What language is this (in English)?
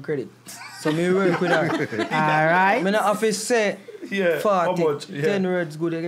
Jamaican Creole English